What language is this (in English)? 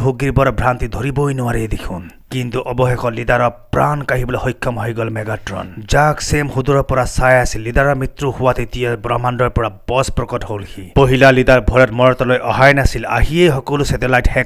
Assamese